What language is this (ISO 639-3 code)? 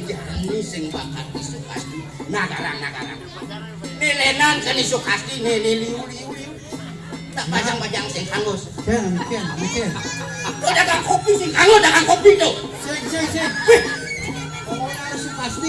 ban